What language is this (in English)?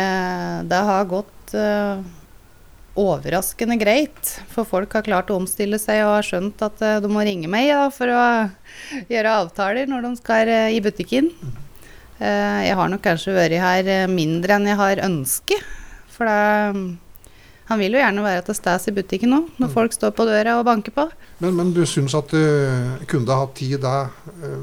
Norwegian